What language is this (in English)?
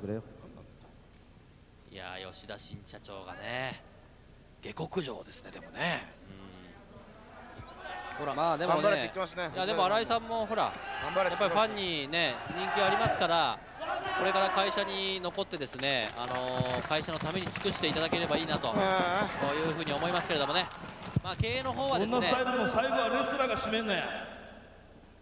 Japanese